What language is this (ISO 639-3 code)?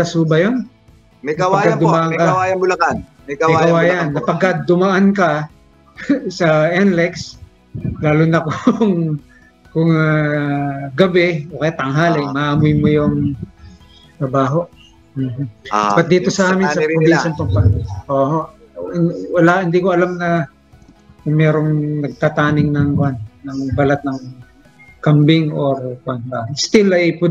fil